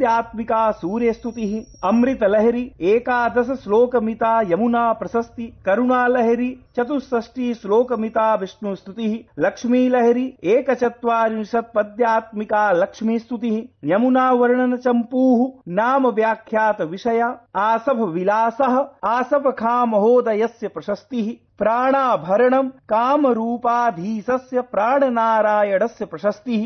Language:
Sanskrit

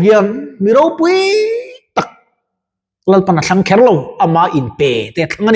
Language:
Mizo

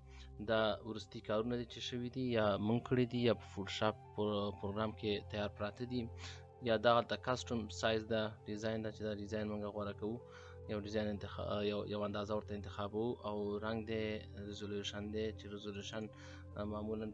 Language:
Pashto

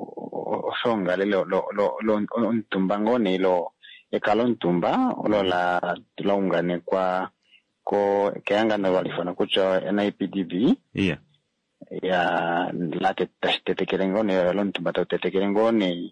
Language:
Kuanyama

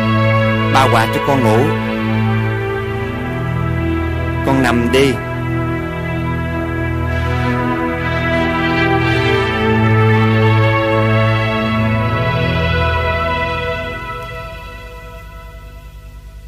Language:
Vietnamese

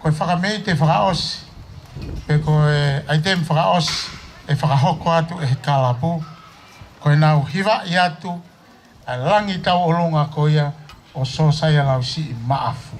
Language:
Tongan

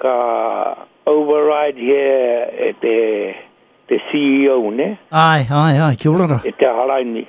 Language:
Māori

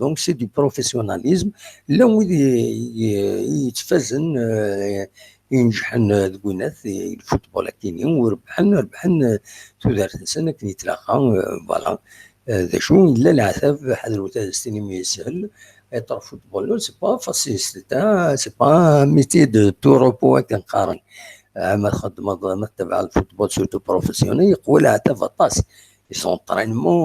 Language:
Kabyle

